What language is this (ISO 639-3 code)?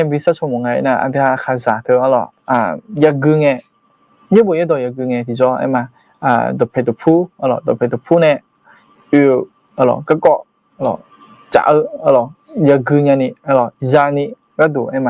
ahk